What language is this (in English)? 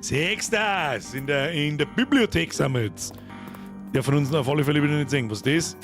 Bavarian